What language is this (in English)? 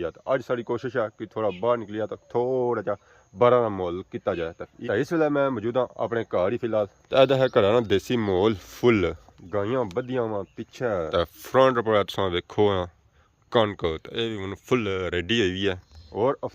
Pahari-Potwari